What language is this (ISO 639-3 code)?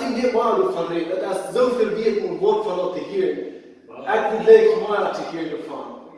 pdt